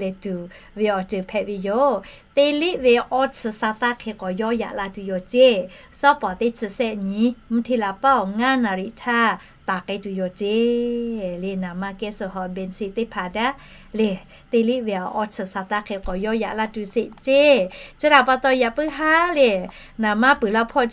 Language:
Lahu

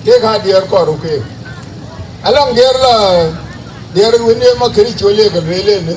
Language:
Dinka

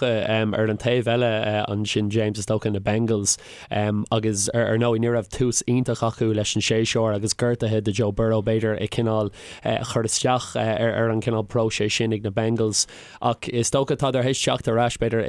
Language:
Irish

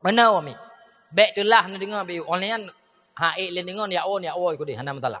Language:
Achinese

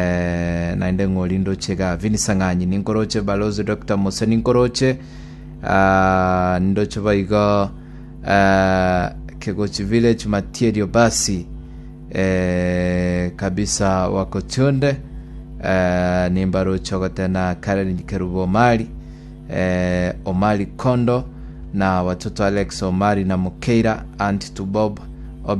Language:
Gusii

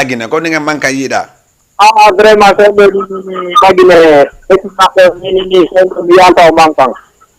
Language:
Fula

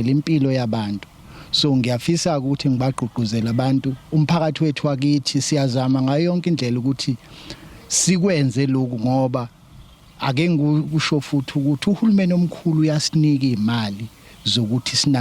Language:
Zulu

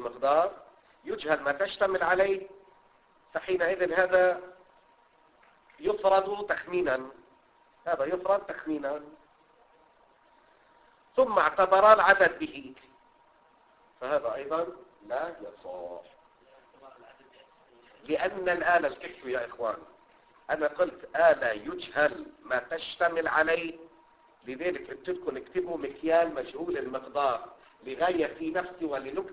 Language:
Arabic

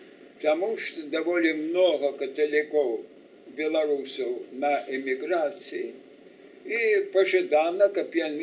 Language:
Belarusian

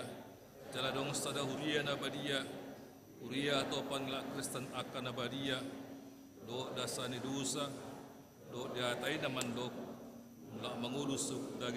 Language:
Batak Toba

